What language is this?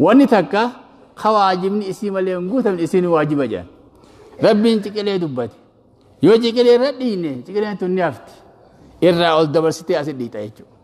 Oromo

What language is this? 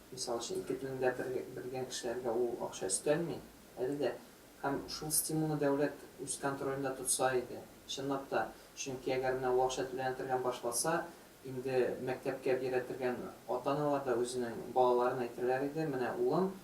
Tatar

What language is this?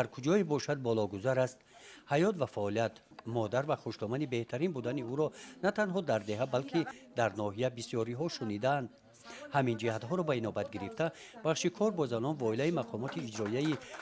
Tajik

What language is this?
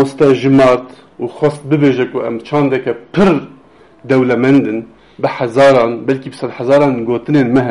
Kurdish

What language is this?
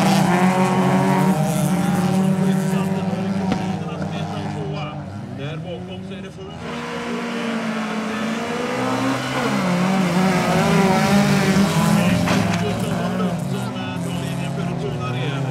Swedish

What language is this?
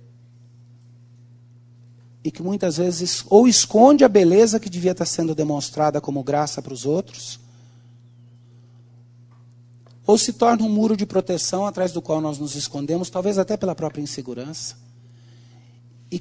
Portuguese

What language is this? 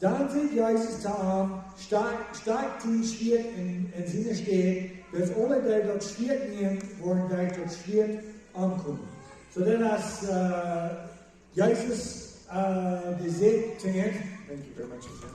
Plautdietsch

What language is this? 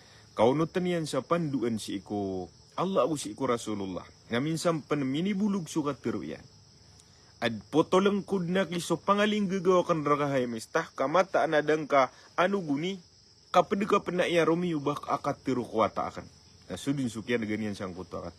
Maranao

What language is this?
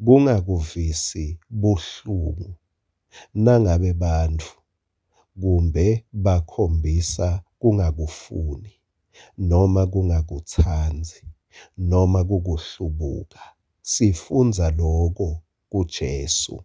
Swati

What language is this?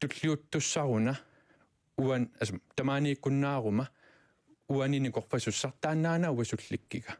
Kalaallisut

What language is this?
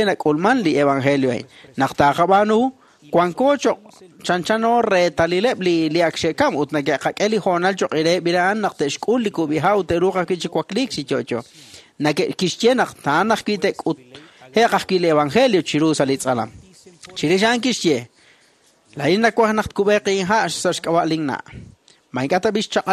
Kekchí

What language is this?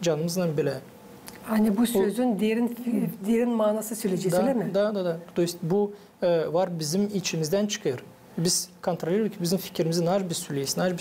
Gagauz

